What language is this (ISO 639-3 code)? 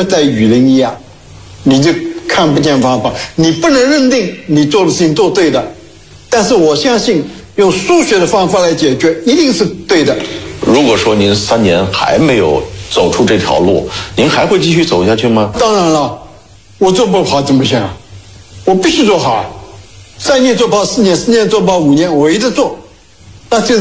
zho